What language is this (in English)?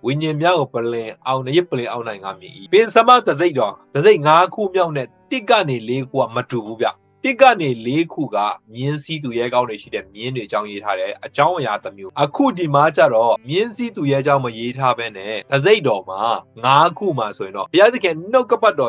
Burmese